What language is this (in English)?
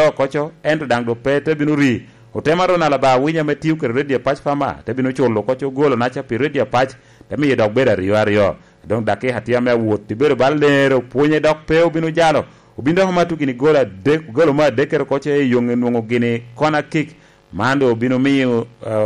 Lango (Uganda)